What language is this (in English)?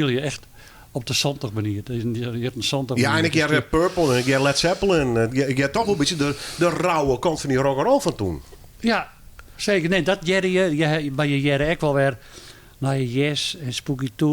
Western Frisian